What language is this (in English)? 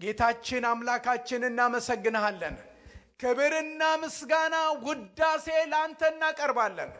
Amharic